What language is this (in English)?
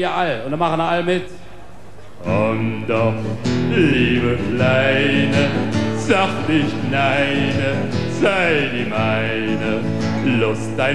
Palatine German